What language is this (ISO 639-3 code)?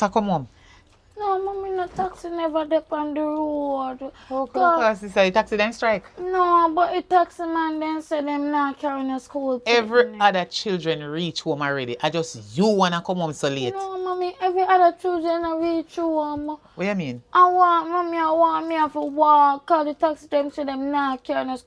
jam